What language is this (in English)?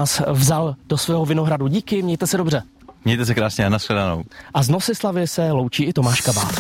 Czech